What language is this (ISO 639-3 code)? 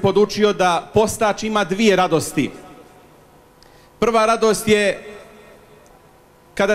bos